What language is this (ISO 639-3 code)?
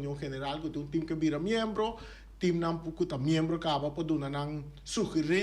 pap